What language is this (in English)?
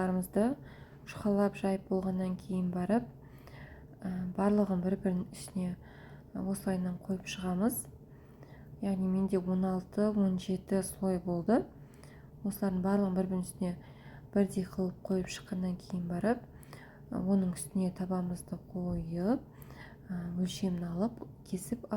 Kazakh